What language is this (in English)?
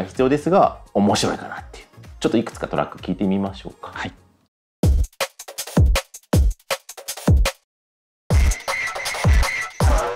Japanese